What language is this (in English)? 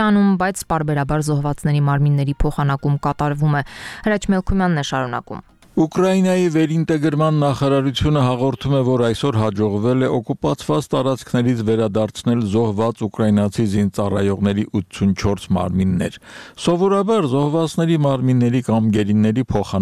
Armenian